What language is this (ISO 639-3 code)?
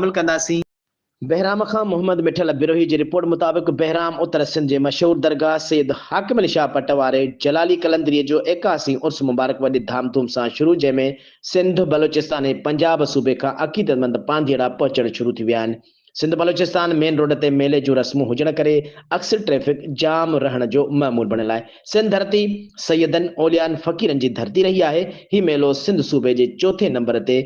snd